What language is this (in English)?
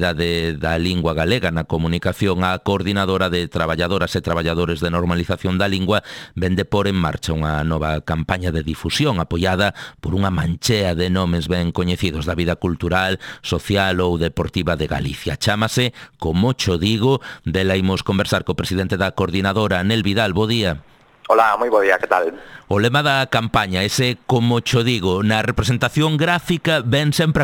Galician